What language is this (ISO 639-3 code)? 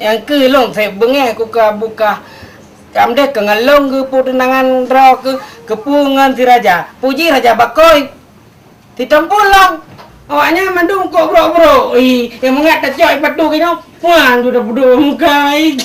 ace